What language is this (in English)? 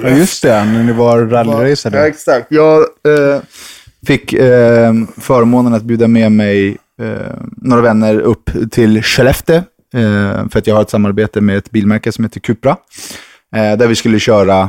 Swedish